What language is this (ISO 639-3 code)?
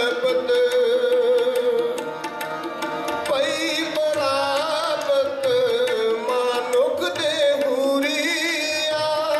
pan